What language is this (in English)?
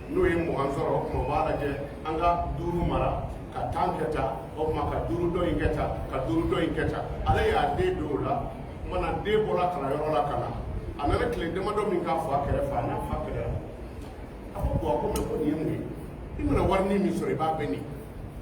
Bambara